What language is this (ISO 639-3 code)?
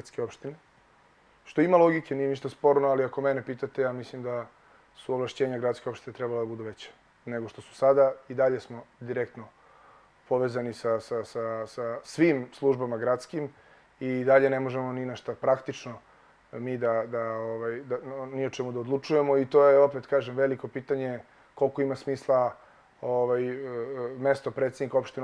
srp